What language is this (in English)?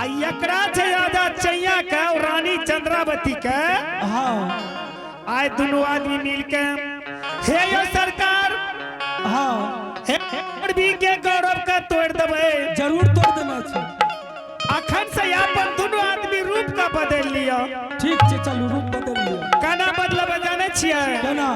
Angika